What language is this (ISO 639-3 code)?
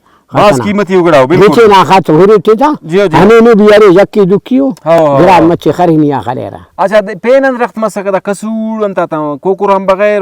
brh